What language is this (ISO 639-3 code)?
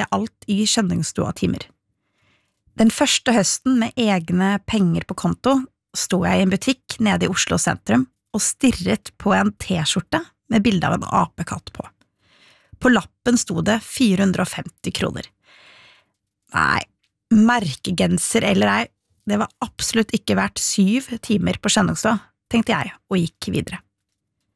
nor